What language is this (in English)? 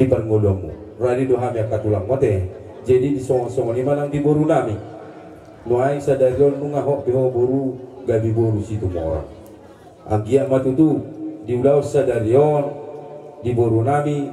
Batak Toba